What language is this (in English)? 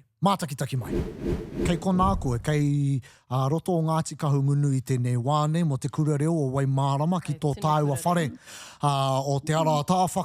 Māori